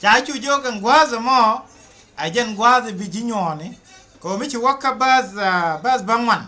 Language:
Nuer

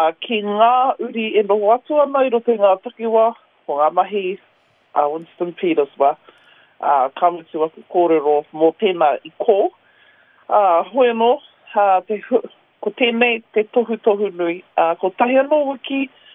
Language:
Māori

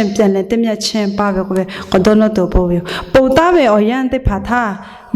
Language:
Lahu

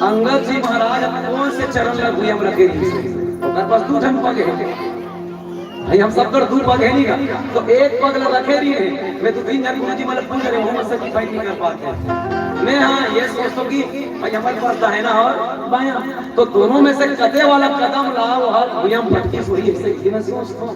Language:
Chhattisgarhi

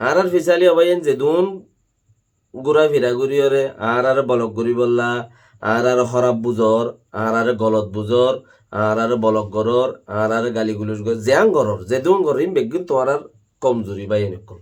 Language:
Rohingya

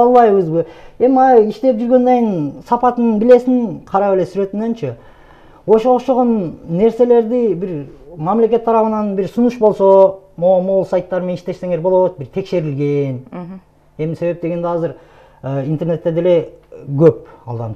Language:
Kyrgyz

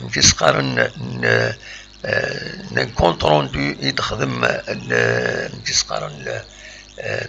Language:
Kabyle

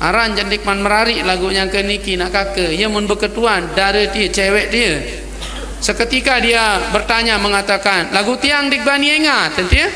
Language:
Sasak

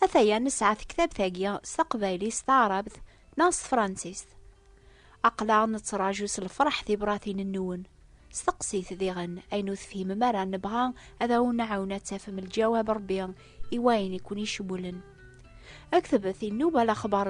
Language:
Kabyle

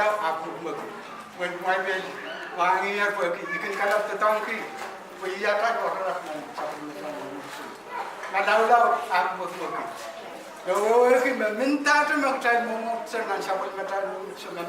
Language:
Pohnpeian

